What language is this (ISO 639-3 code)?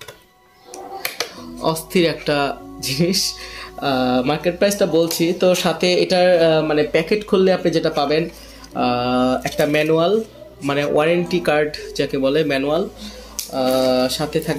ben